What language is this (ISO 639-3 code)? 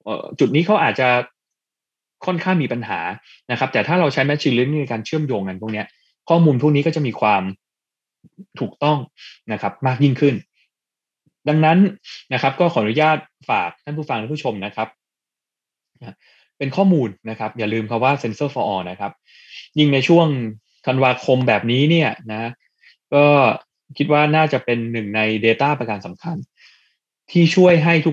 tha